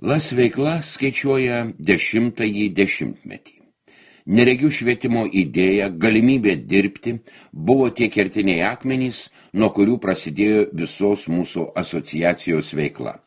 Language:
Lithuanian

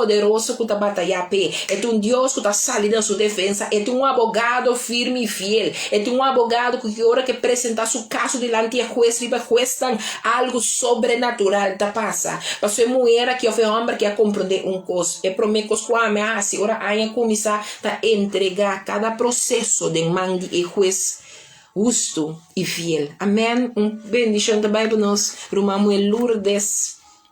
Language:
Papiamento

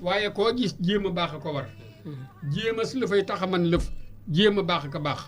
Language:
Wolof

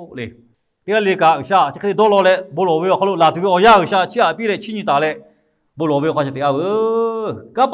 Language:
Lahu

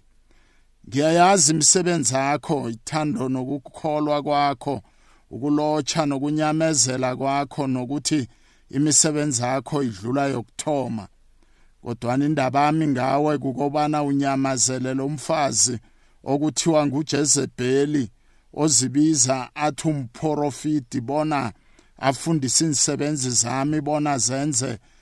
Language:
South Ndebele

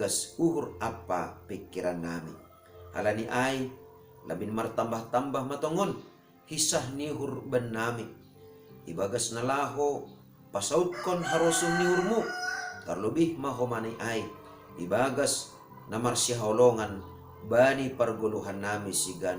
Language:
Batak Simalungun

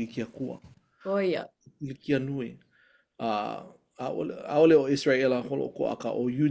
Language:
Hawaiian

